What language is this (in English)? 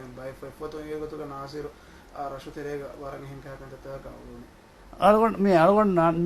Divehi